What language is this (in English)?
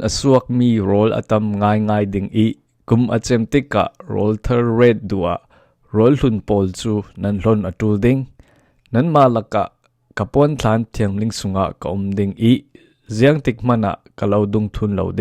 Falam Chin